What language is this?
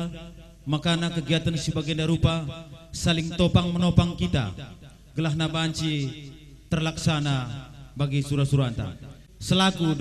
Batak Karo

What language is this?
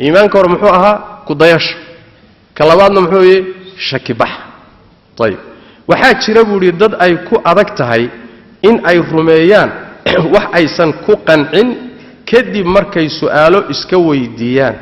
Somali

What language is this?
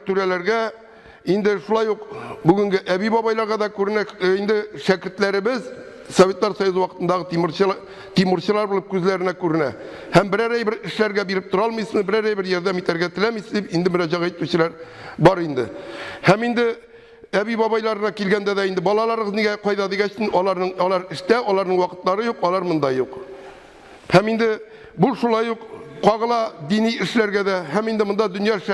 Tatar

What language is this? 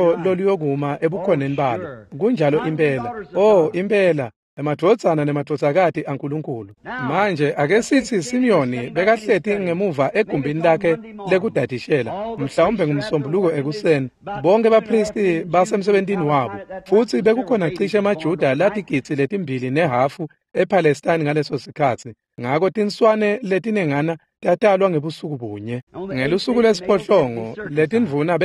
Swati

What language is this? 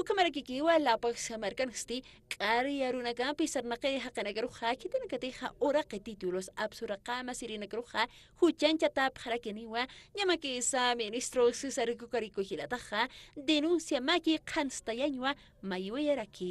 Aymara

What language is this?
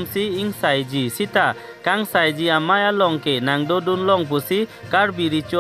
Karbi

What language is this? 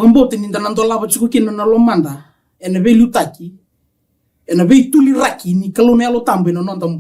Fijian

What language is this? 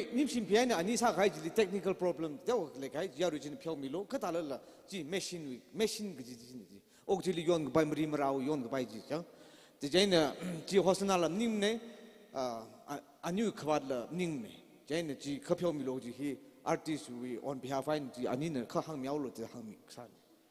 Tangkhul Naga (India)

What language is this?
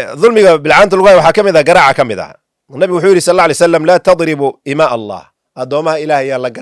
Somali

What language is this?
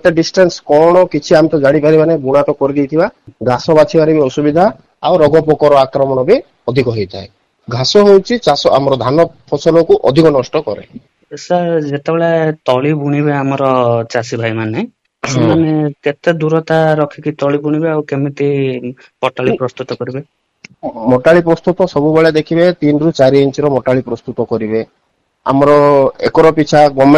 Odia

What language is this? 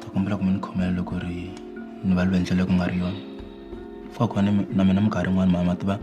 Tsonga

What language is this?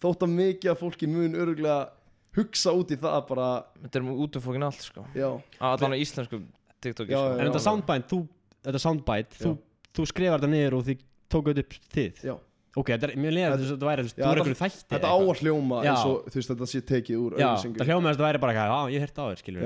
Icelandic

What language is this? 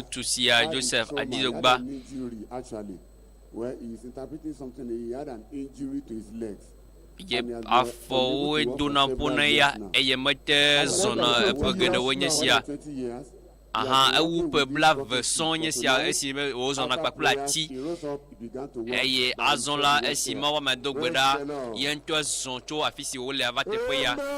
Ewe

